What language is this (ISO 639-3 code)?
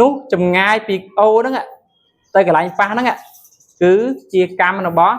khm